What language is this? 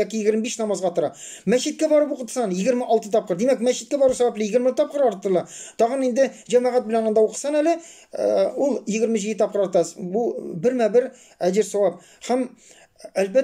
Tatar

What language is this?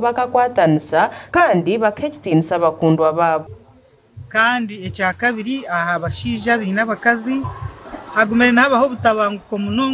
Nyankole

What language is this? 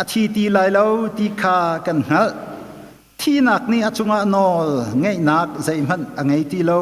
Hakha Chin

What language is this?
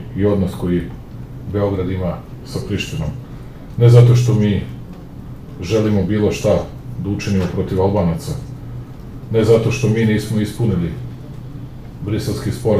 Serbian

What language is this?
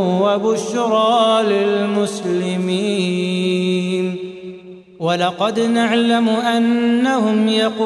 Arabic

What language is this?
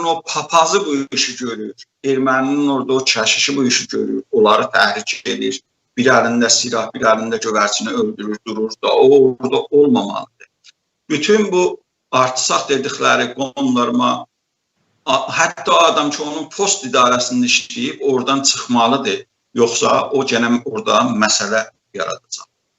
South Azerbaijani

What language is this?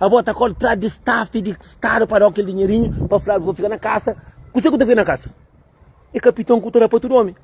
Kabuverdianu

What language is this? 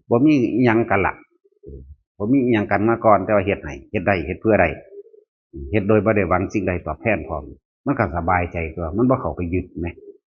Northeastern Thai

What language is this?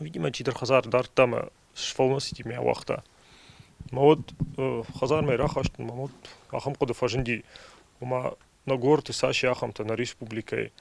Ossetic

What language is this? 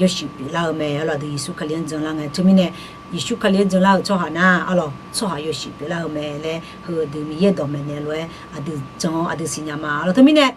Akha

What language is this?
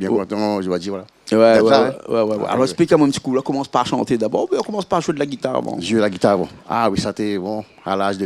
Réunion Creole French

